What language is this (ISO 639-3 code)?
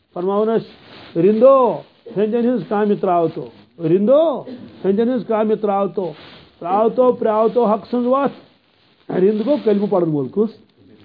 kas